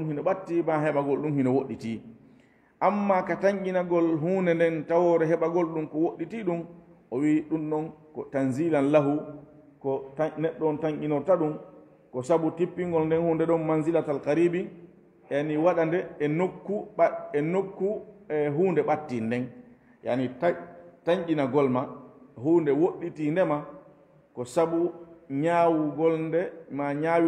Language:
Fula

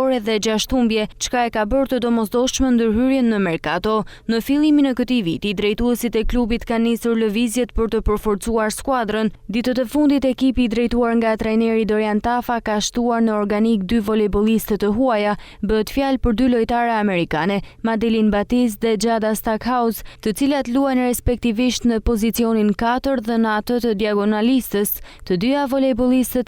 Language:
Albanian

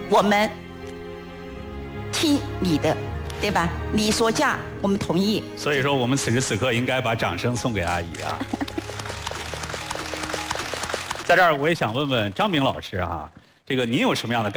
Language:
Chinese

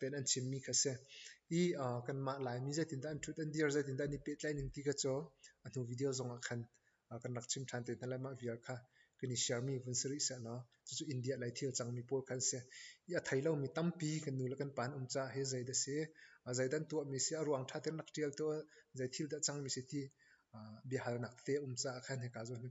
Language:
Hakha Chin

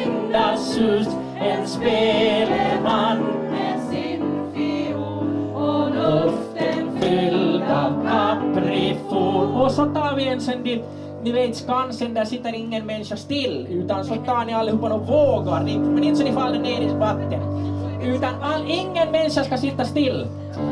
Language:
Swedish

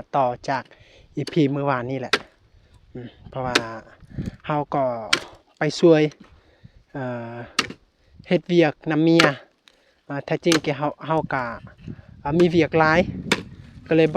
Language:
Lao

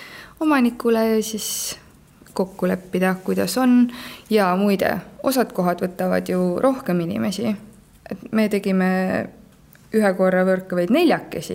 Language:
Estonian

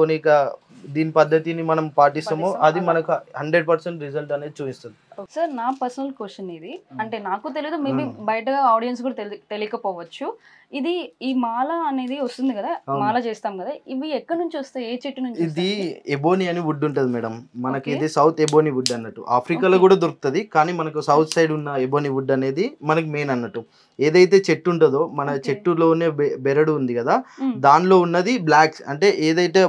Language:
Telugu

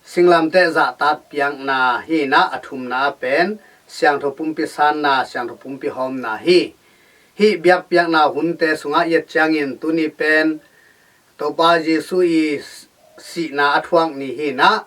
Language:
Tedim Chin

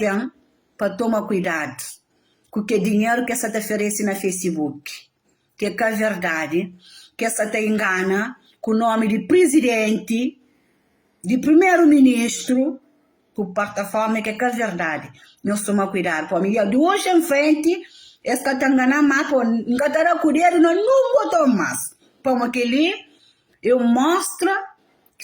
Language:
Kabuverdianu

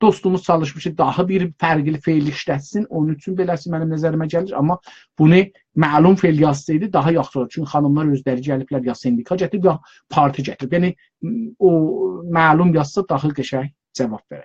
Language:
South Azerbaijani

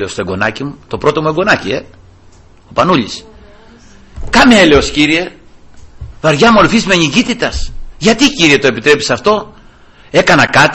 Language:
Greek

